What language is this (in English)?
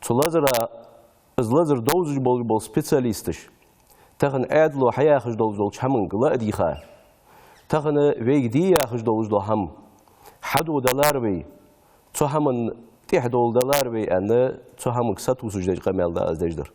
Ingush